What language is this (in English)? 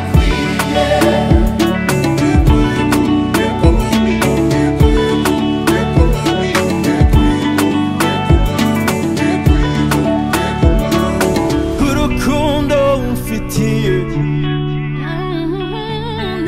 Rundi